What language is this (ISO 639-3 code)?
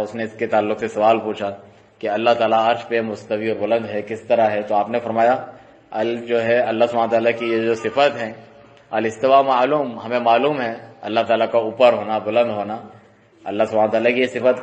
urd